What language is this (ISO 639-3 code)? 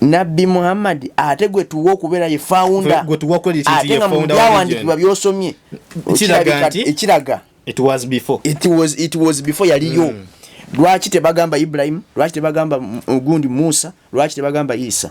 lug